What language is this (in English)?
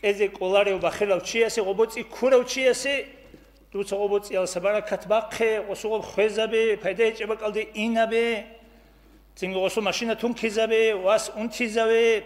Avaric